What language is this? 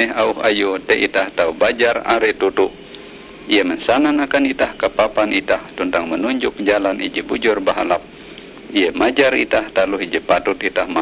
Ngaju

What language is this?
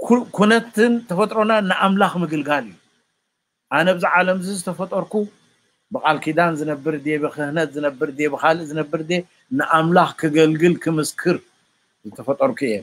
Tigrinya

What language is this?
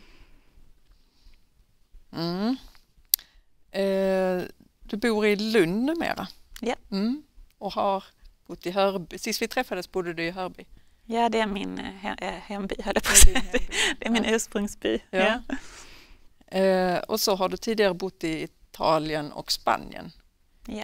Swedish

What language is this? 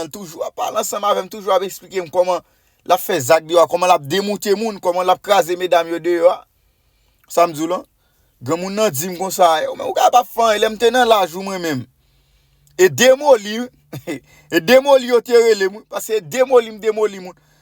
Haitian Creole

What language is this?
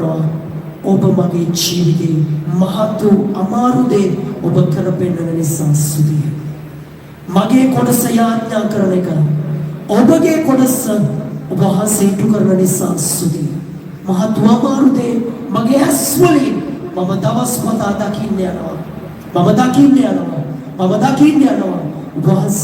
Sinhala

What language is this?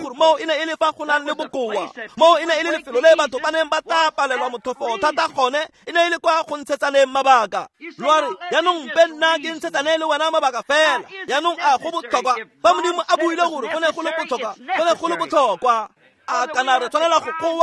Tswana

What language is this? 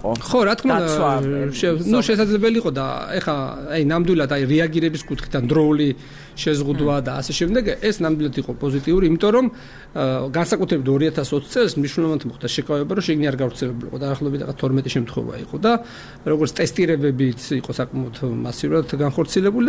Georgian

